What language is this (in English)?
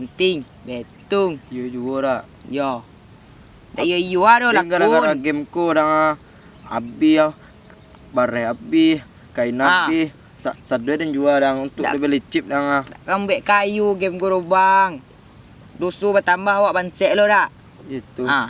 Minangkabau